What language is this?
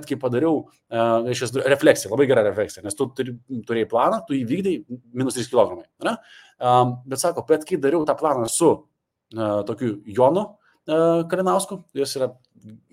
Lithuanian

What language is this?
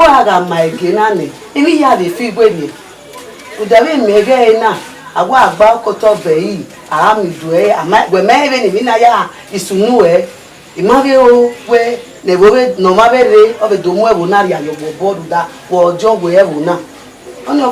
Bini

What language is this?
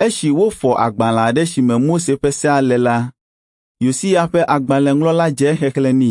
Ewe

